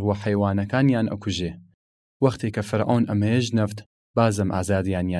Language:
Southern Kurdish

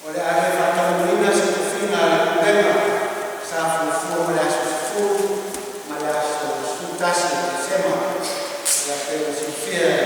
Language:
Samoan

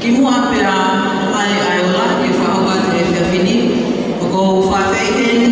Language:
Tongan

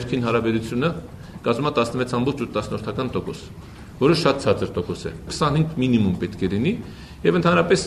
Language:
Armenian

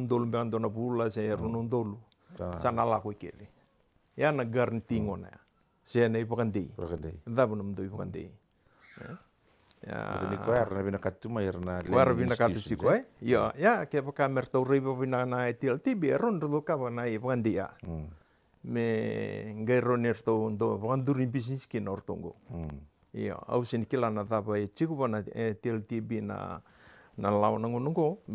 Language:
Fijian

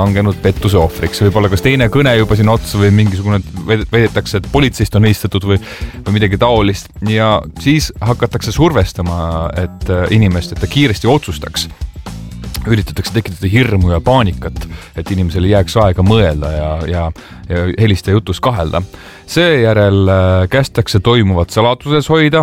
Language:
Estonian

